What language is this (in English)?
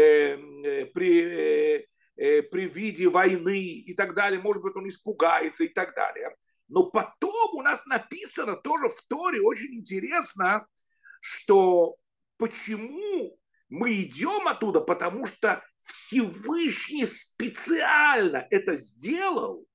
Russian